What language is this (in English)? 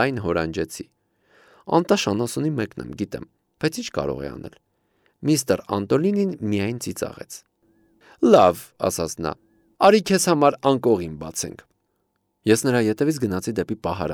Armenian